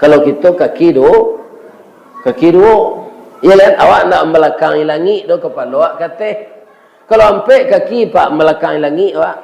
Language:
Minangkabau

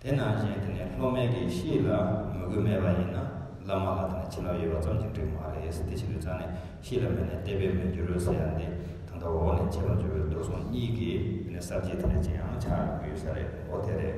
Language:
Tibetan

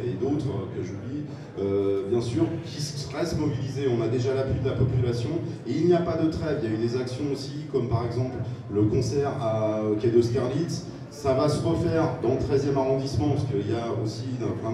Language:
French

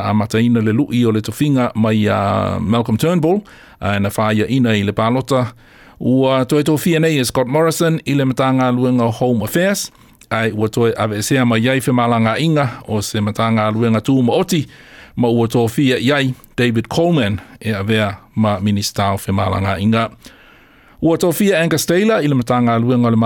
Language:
Samoan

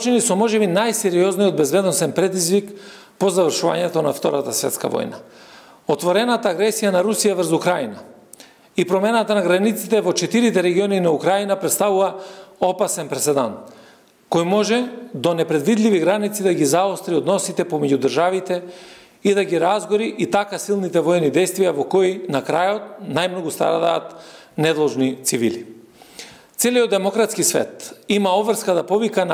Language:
Macedonian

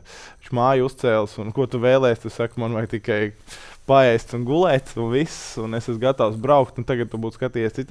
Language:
Latvian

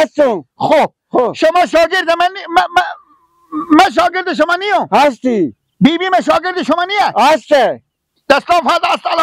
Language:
Persian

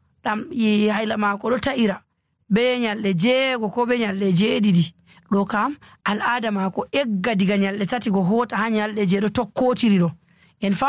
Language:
Nigerian Fulfulde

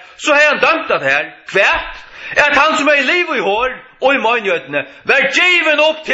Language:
Faroese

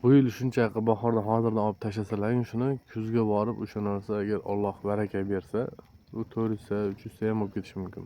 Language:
Uzbek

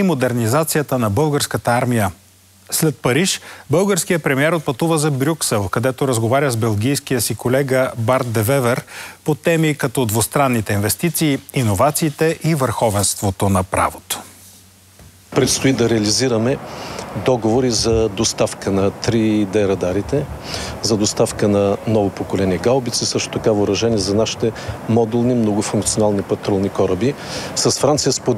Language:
Bulgarian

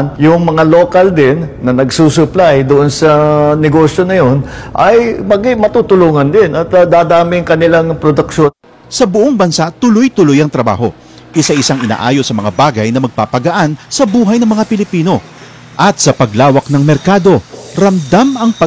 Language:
Filipino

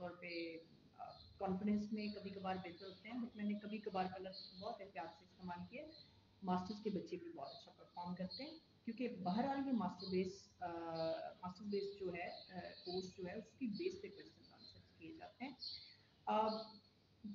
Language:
Urdu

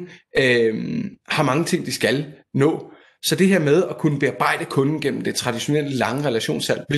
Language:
Danish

